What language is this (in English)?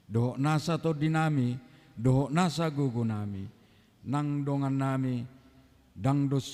Batak Toba